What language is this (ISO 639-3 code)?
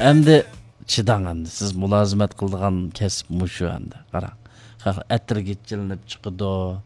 uig